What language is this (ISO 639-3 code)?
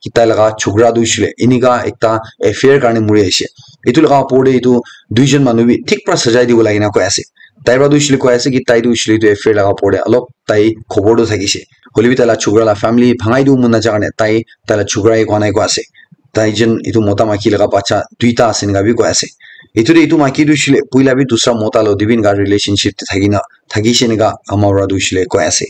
nag